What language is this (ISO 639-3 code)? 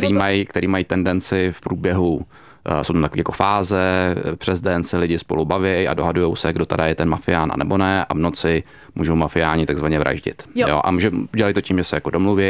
ces